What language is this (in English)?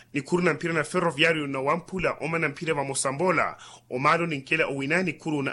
Makhuwa